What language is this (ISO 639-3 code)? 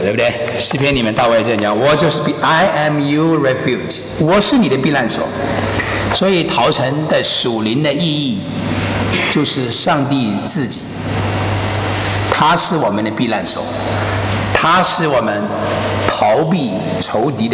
zho